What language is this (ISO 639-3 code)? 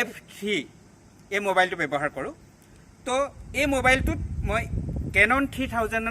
asm